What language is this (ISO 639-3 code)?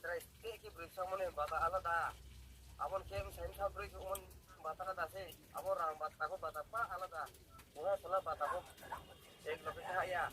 ria